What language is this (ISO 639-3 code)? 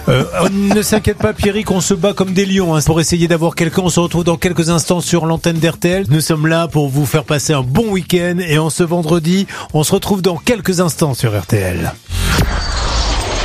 fra